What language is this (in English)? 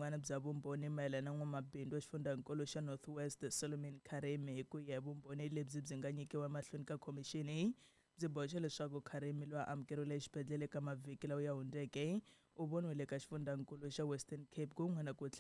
Tsonga